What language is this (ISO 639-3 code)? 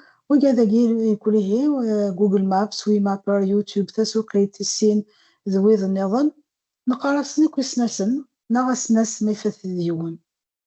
kab